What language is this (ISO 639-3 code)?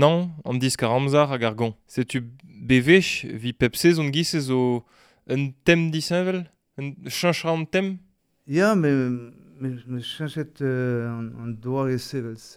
bre